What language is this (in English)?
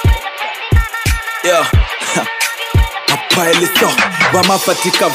Bemba